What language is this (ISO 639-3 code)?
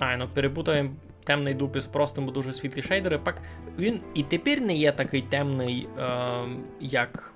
rue